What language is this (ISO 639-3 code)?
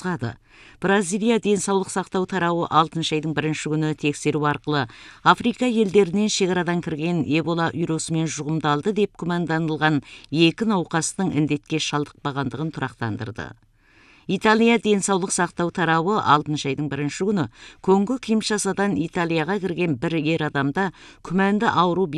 kaz